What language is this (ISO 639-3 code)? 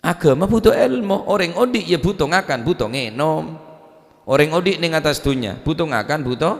mad